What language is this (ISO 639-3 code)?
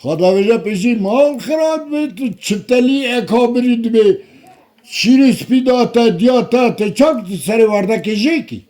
kur